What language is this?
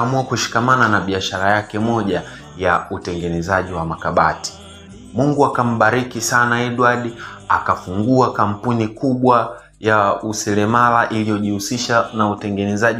Swahili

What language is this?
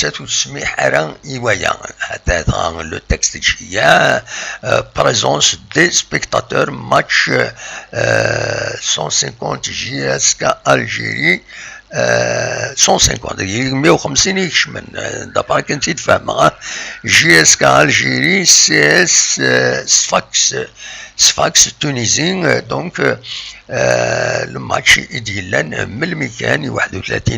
Kabyle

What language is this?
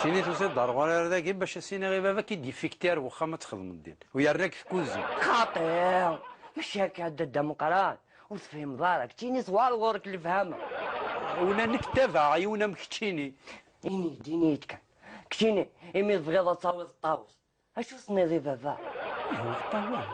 Kabyle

